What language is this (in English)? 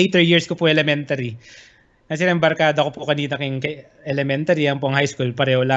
Pampanga